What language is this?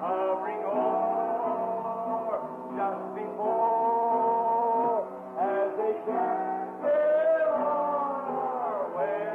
Luba-Lulua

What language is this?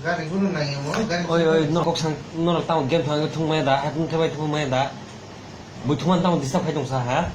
Kok Borok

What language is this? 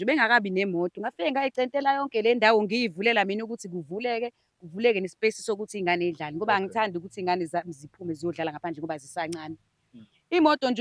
Zulu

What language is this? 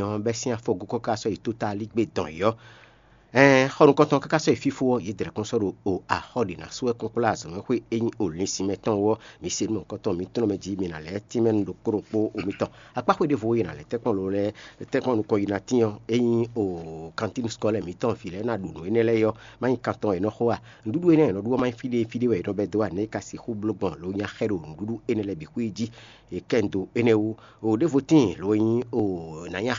Fon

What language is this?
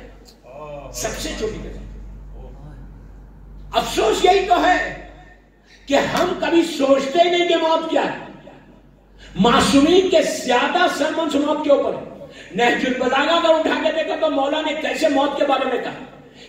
Urdu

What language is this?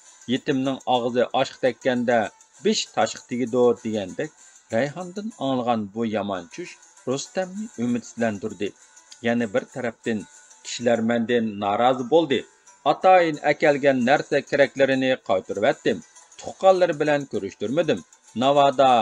Uyghur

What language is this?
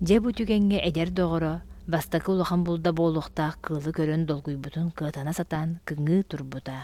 Yakut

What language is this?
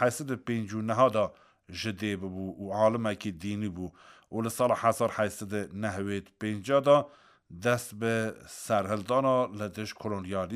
Kurdish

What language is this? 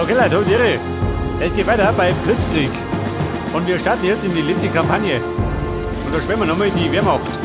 Bavarian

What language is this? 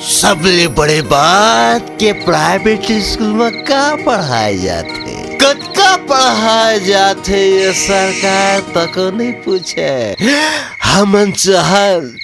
Chhattisgarhi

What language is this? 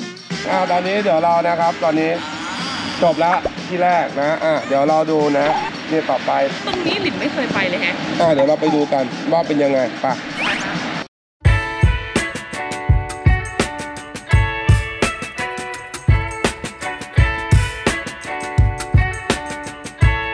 Thai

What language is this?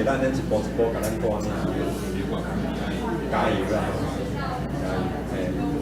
Min Nan Chinese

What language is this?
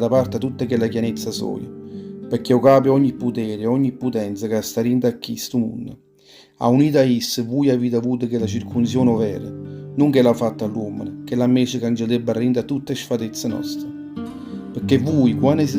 Neapolitan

